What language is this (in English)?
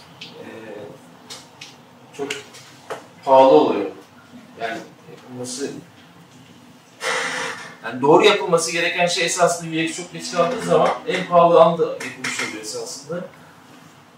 Turkish